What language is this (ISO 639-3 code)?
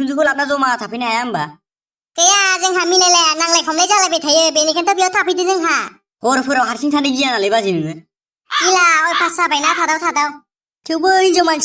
brx